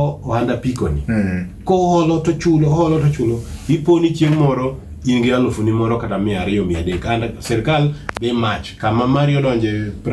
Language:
Luo (Kenya and Tanzania)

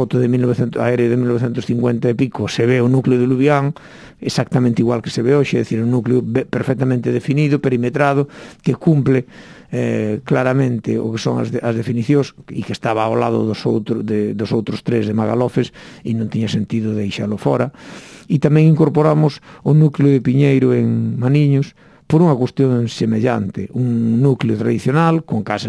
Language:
Galician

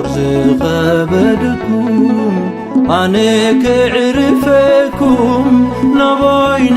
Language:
Tigrinya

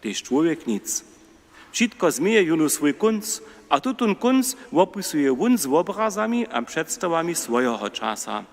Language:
Upper Sorbian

